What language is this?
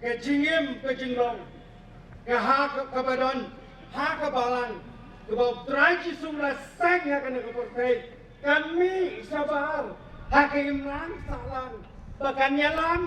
Khasi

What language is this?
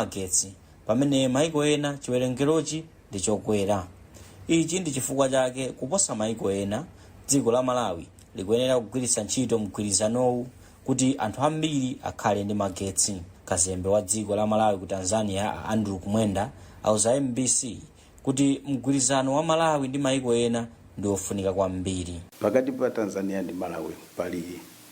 Nyanja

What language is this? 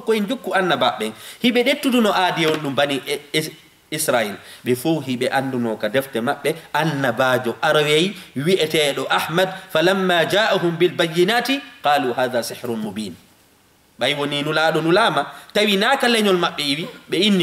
Fula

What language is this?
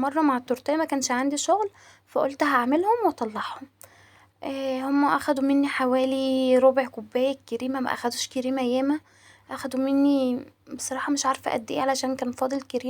Egyptian Arabic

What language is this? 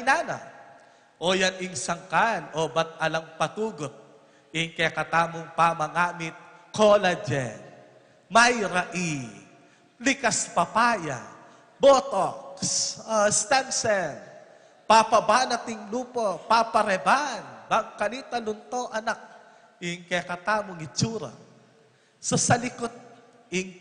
Pampanga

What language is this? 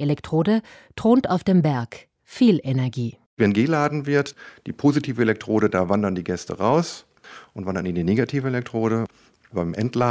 German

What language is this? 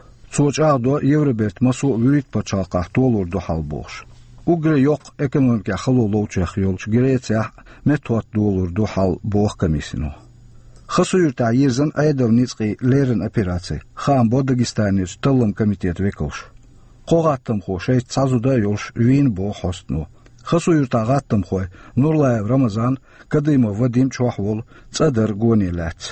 Chechen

